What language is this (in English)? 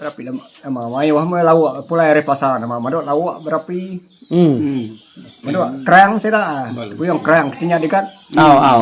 Iban